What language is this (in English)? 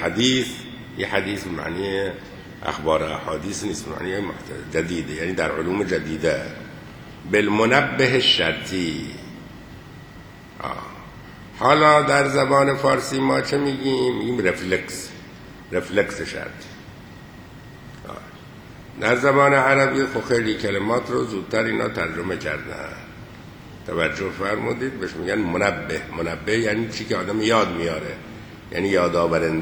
Persian